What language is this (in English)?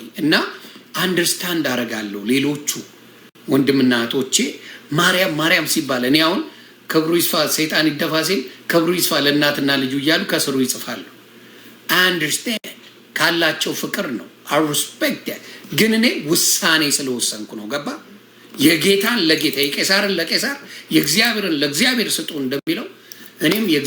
Amharic